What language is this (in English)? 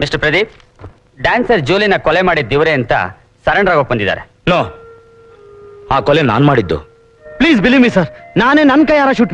Kannada